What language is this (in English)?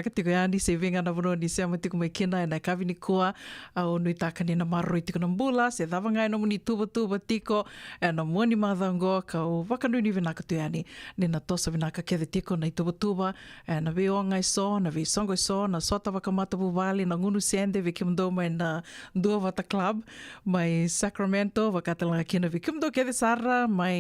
Fijian